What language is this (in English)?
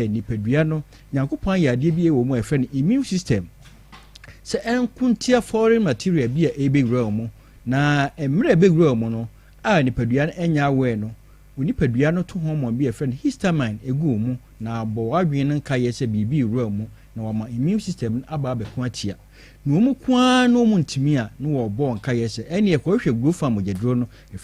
Akan